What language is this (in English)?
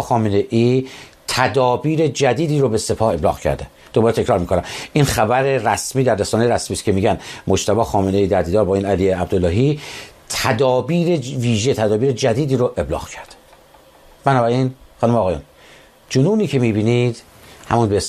Persian